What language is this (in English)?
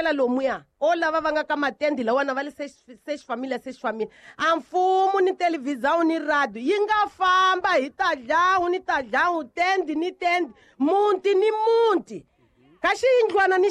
Tsonga